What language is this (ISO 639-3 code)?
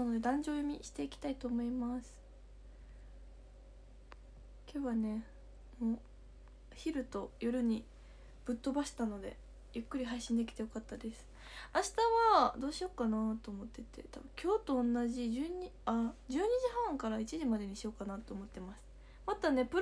jpn